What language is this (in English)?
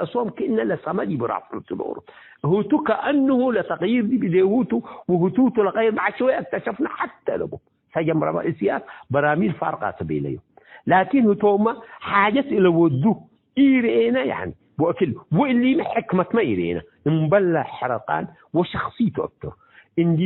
Tigre